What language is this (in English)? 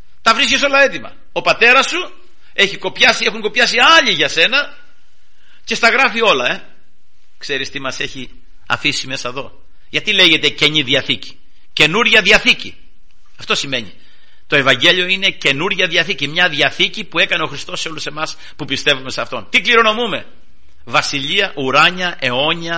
Greek